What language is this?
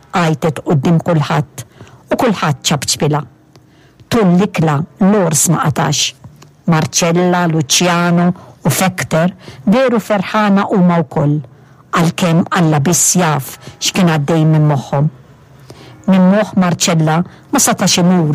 Maltese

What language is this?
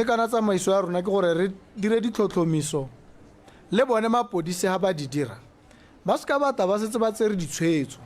Tswana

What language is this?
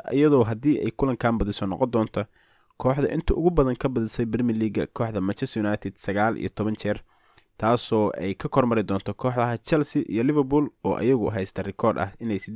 Somali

